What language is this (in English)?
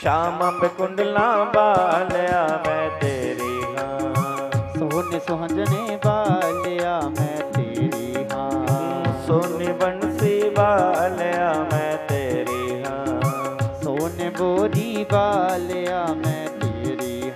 Dogri